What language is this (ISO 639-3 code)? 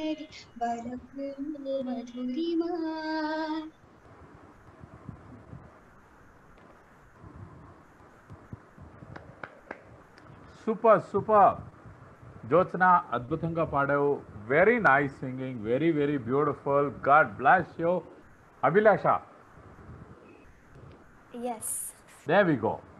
tel